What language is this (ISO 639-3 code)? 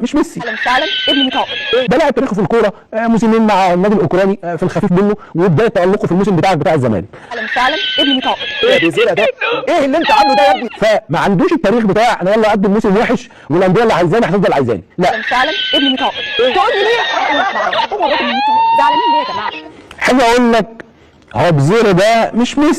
arz